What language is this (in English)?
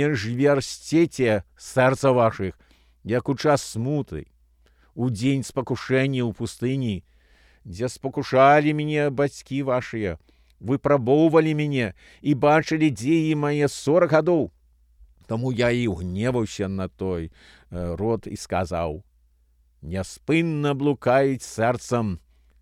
Belarusian